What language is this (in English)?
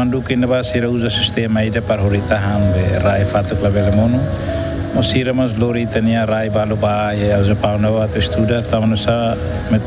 Tetum